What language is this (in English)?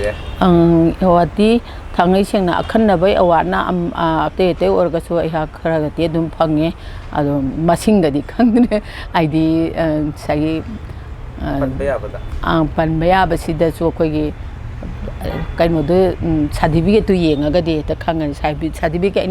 Manipuri